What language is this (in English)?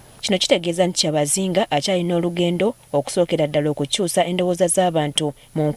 Ganda